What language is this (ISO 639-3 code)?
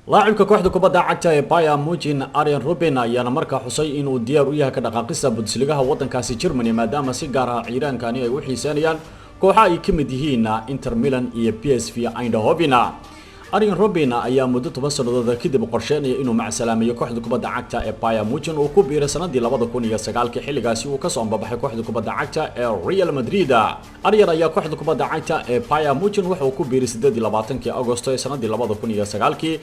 som